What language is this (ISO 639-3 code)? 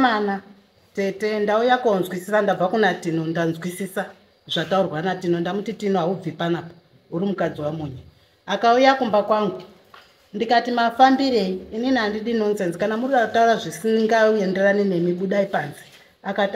sna